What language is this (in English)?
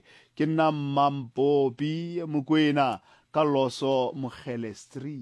Tswana